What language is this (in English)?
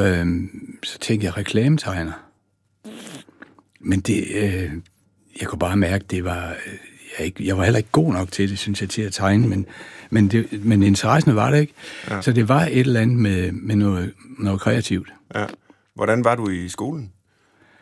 Danish